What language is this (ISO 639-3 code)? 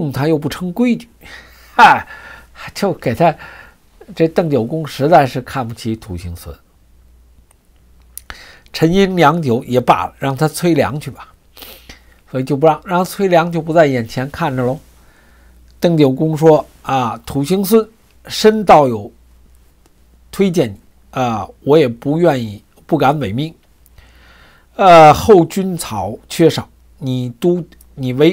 zho